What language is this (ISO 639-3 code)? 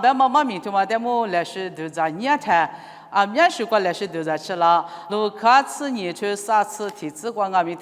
lis